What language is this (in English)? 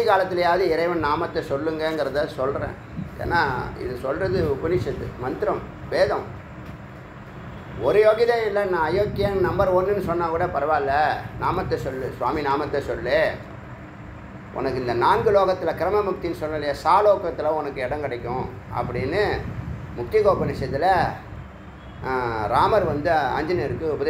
Tamil